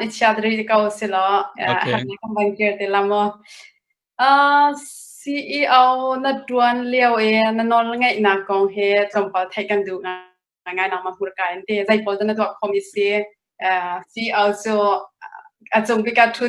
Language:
Hakha Chin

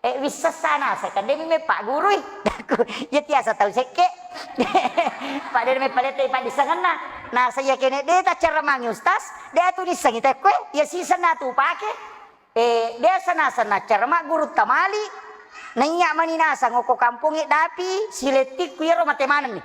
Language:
Buginese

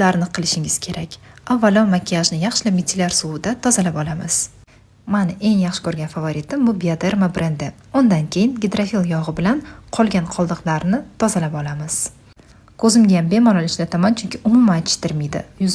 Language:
Uzbek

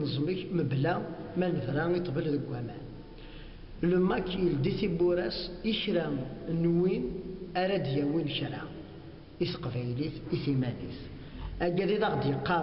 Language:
Kabyle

